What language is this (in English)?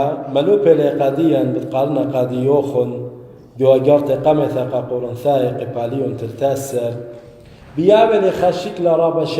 Assyrian Neo-Aramaic